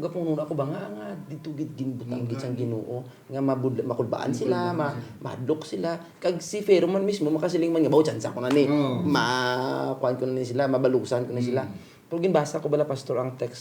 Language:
Hiligaynon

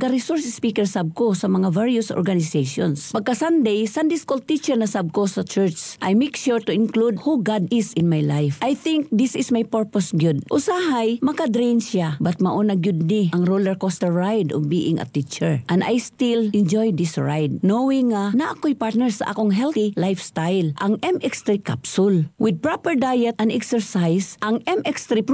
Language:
Cebuano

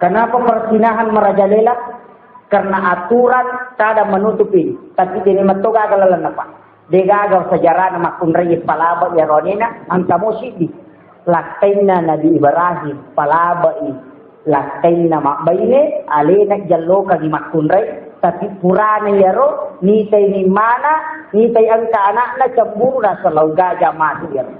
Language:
Buginese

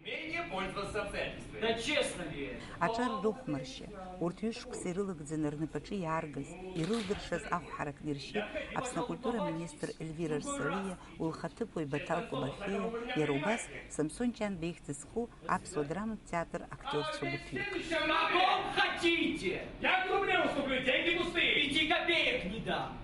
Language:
Abkhazian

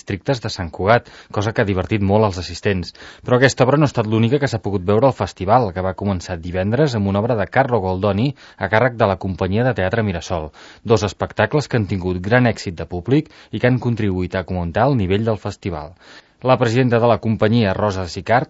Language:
Catalan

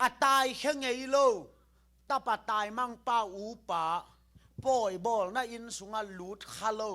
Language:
Tedim Chin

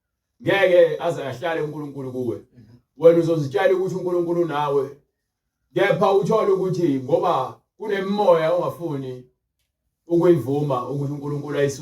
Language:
Zulu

